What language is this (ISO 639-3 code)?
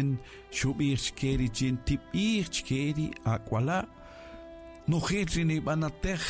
cak